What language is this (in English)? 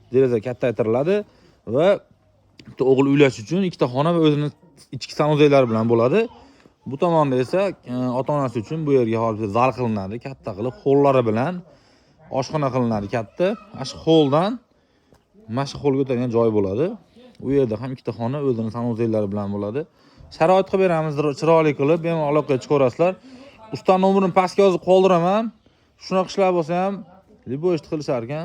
Uzbek